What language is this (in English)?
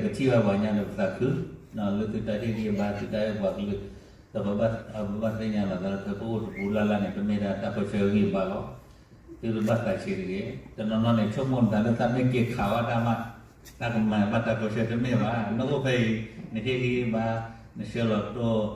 S'gaw Karen